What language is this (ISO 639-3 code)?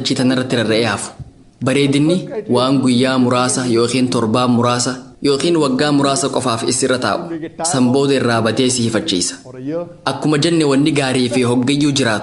orm